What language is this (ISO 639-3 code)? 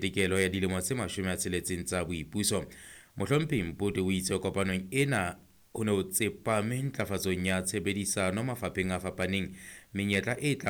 sot